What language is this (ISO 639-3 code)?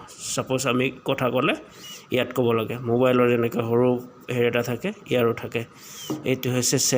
asm